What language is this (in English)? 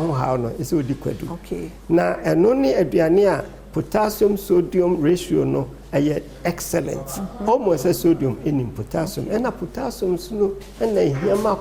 Akan